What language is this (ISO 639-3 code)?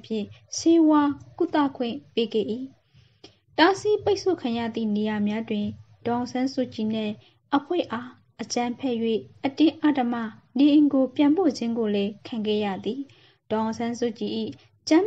mya